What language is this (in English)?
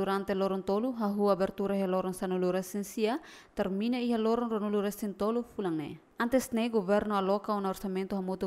Tetum